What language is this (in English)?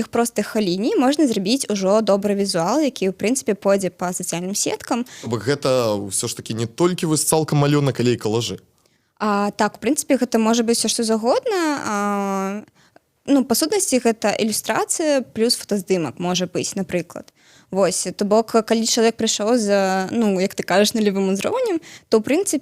Belarusian